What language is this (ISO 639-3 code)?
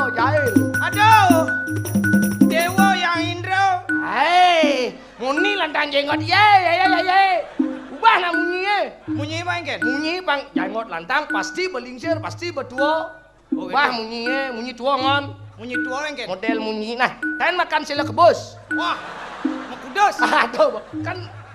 ban